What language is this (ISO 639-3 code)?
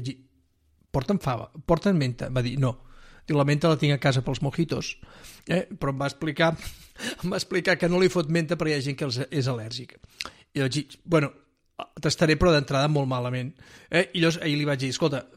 cat